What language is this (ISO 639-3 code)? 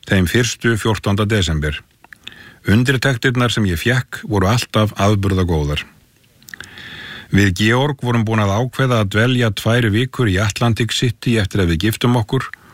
isl